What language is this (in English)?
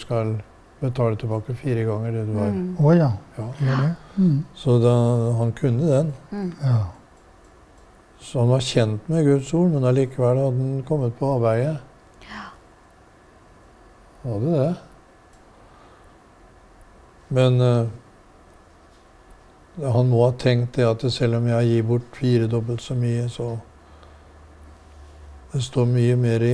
Norwegian